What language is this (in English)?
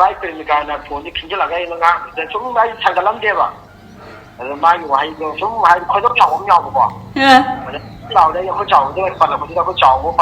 Manipuri